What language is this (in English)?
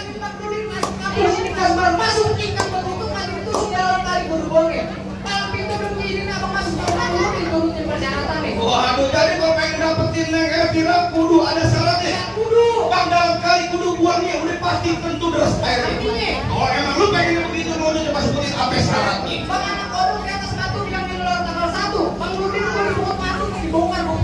Betawi